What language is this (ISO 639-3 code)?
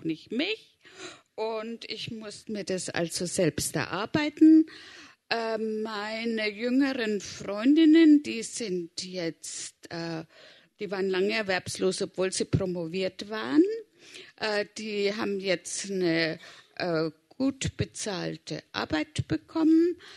deu